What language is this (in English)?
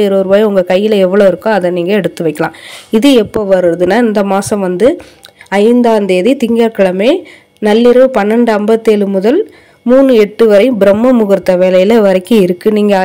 Tamil